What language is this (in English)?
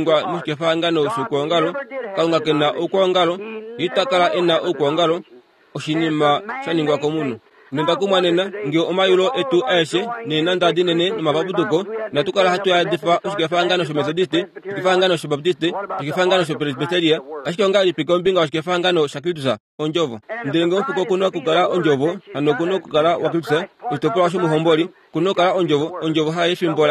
Kuanyama